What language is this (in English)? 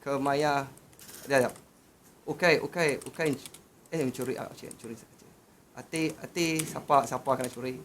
Iban